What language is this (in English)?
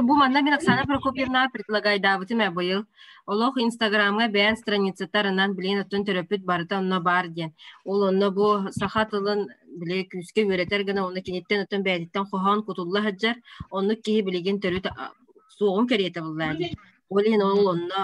Yakut